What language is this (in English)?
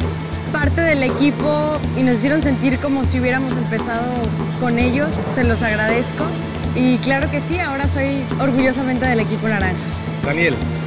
Spanish